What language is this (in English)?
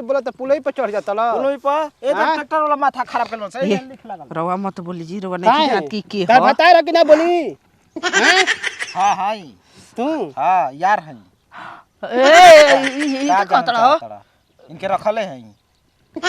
Bhojpuri